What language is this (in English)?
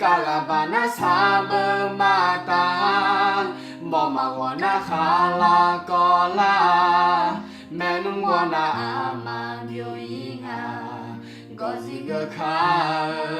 Akha